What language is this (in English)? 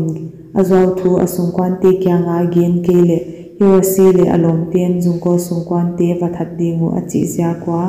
Paite Chin